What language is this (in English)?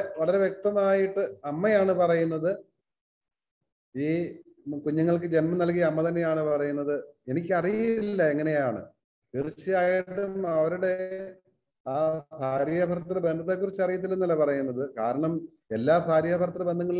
Malayalam